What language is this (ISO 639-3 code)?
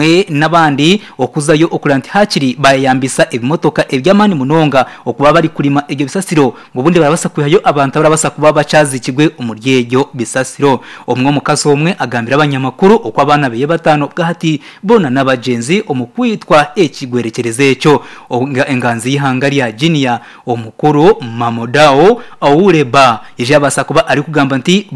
nyn